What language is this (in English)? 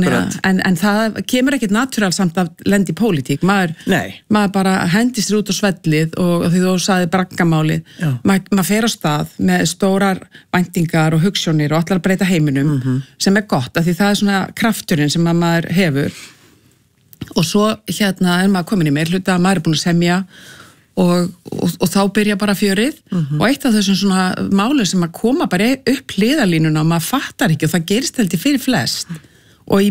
Icelandic